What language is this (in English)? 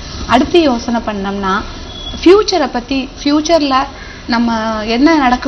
Tamil